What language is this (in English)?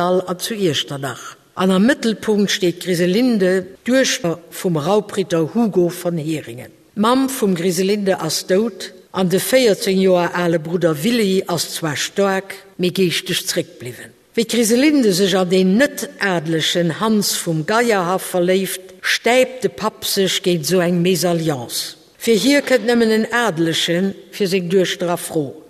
Luxembourgish